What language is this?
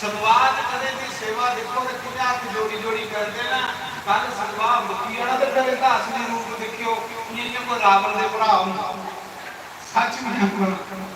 Dogri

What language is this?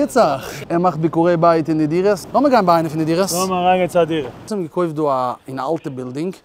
Yiddish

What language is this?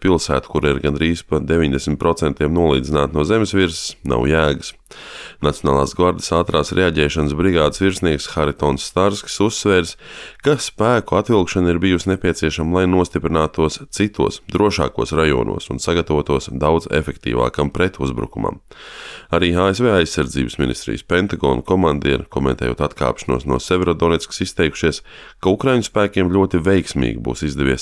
Latvian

